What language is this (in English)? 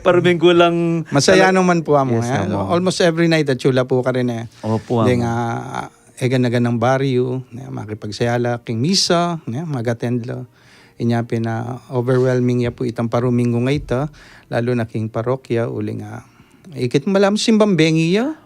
Pampanga